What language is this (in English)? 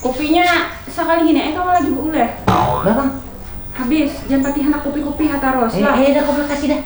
Banjar